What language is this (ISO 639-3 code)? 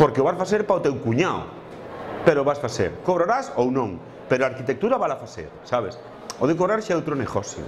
glg